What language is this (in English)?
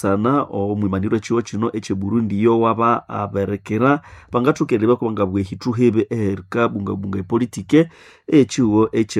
Nande